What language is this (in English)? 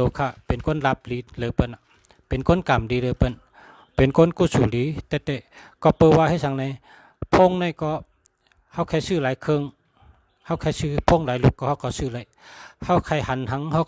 Shan